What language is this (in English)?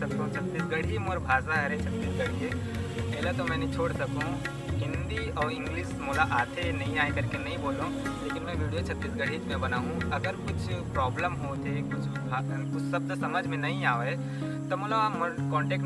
Chhattisgarhi